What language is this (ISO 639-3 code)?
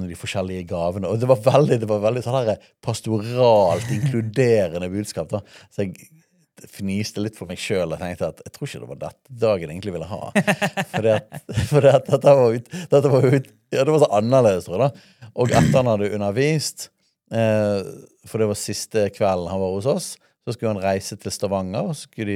nor